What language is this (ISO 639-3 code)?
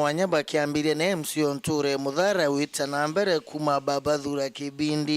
mer